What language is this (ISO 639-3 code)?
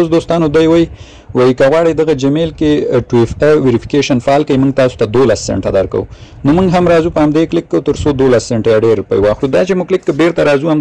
pus